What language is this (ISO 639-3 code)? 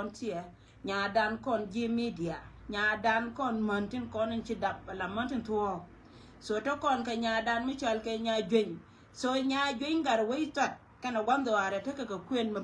nus